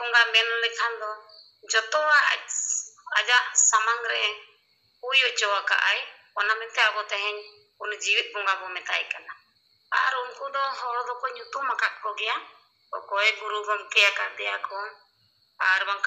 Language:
Santali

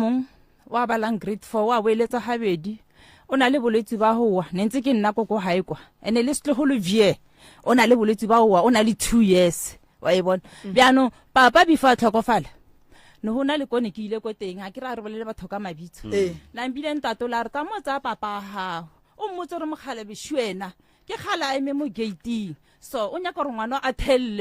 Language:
Northern Sotho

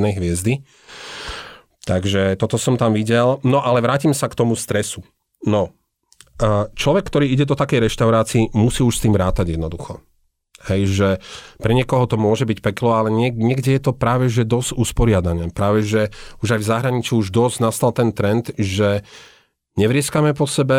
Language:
Slovak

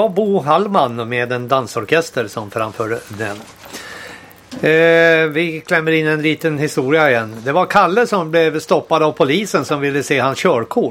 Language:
Swedish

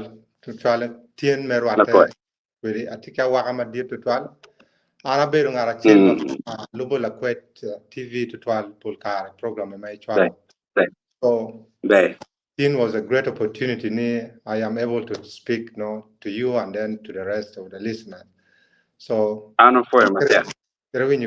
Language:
Acoli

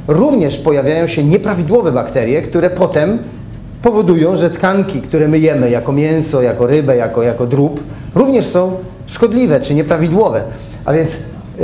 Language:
Polish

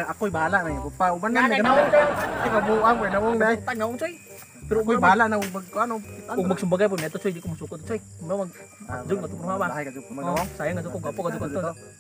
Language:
Cebuano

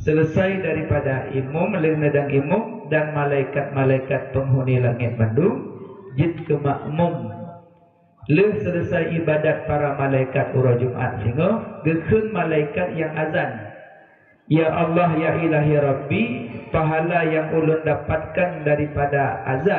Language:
Achinese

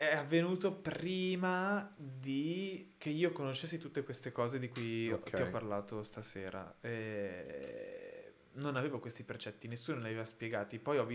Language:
Italian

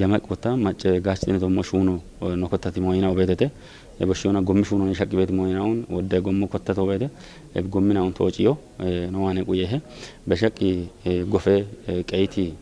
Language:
Kafa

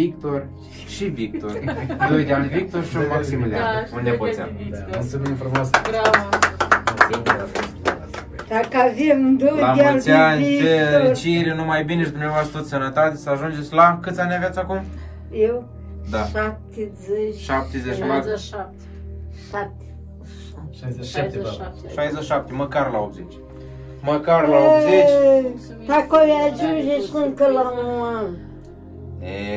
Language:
Romanian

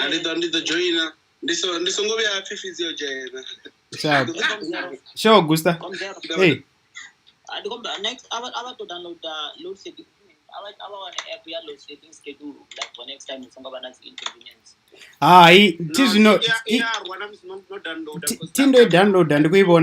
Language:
Venda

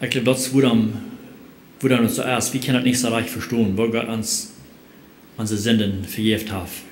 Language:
Plautdietsch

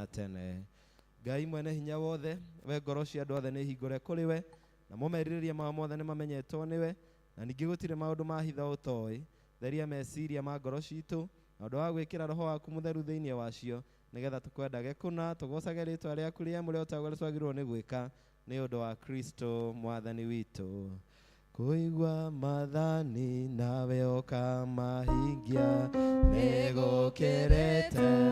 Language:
Kikuyu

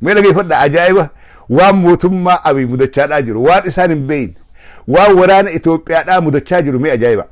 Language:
Oromo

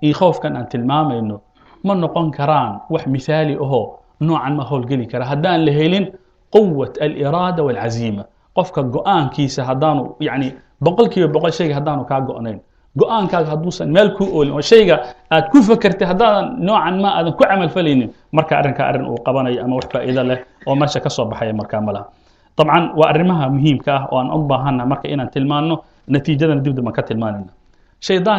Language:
Somali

